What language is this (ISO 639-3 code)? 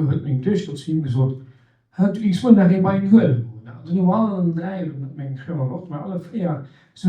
ltz